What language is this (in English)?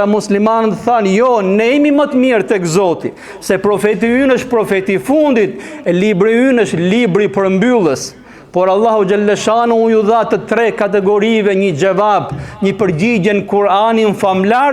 Albanian